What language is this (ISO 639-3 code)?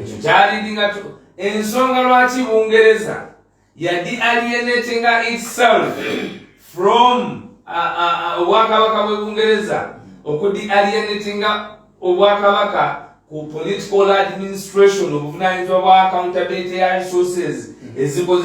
lug